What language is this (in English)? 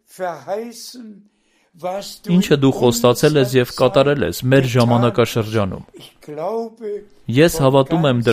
Armenian